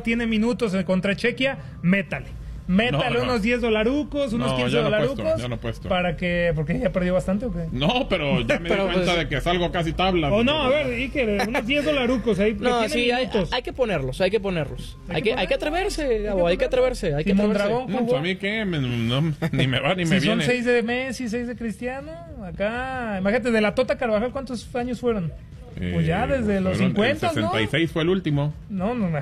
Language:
Spanish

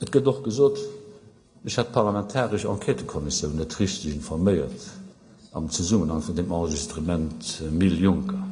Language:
Luxembourgish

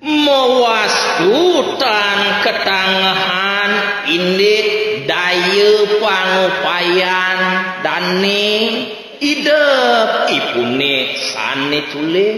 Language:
Balinese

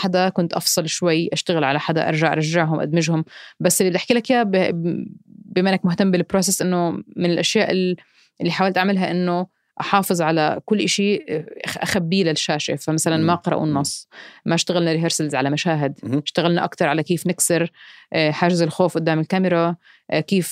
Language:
North Levantine Arabic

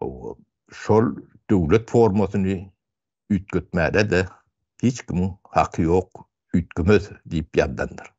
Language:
Turkmen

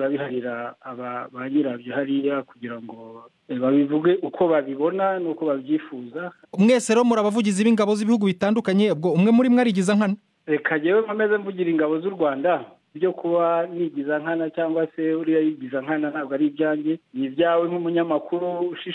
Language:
Kinyarwanda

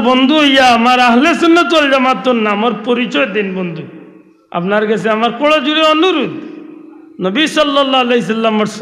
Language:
Sylheti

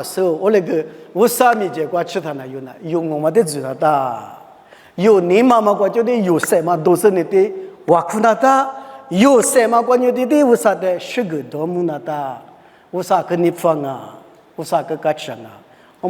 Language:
Lisu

